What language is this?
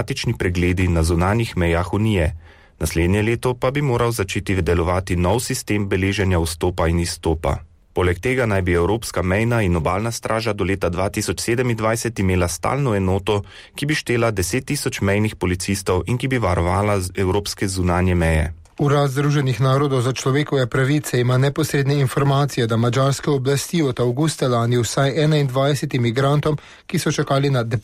Slovenian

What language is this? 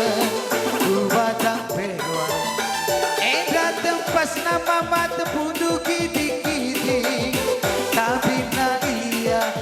Batak Karo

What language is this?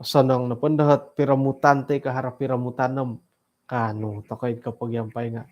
Central Dusun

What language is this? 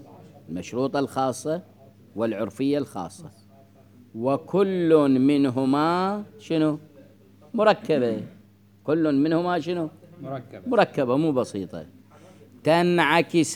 Mesopotamian Arabic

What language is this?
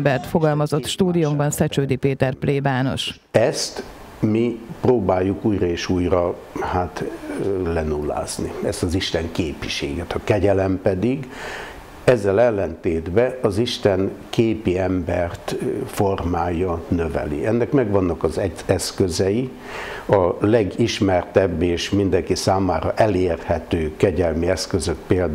Hungarian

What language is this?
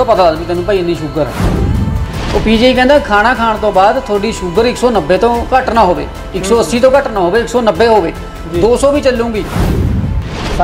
Punjabi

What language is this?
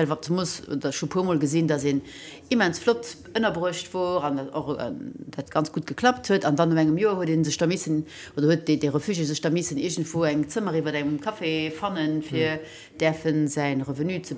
Luxembourgish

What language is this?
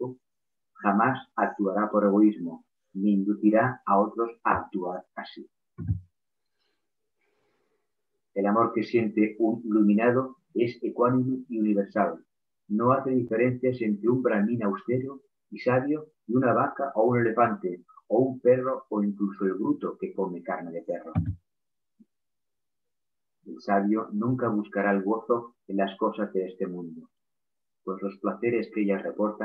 Spanish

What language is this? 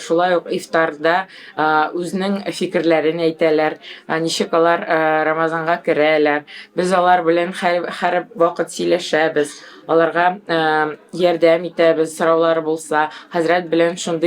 Tatar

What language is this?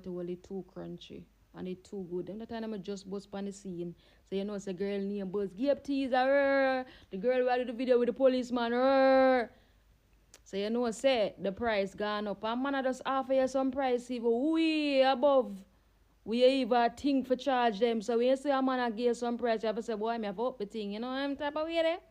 Jamaican Creole English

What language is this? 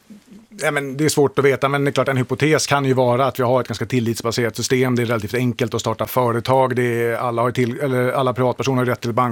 Swedish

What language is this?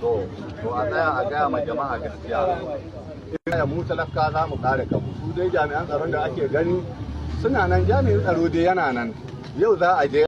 Hausa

